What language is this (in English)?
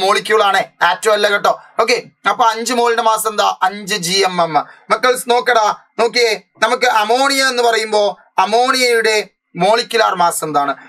Malayalam